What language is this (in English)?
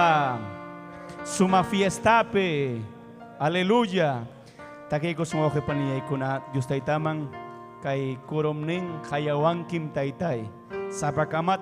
Ayacucho Quechua